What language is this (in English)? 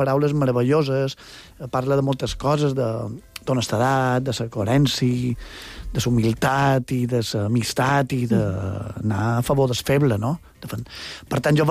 Catalan